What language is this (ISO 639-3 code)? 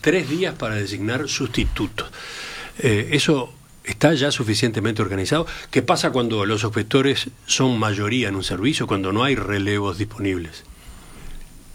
spa